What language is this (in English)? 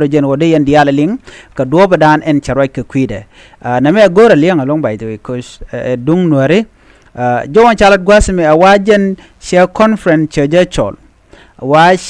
Nuer